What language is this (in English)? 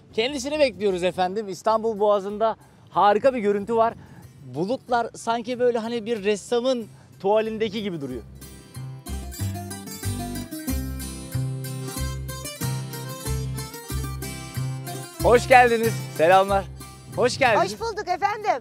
Turkish